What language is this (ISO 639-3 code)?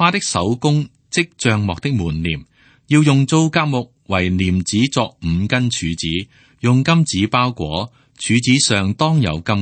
yue